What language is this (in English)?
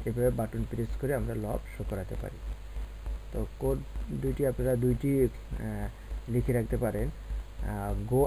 Bangla